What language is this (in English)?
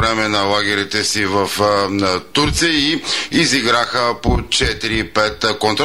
Bulgarian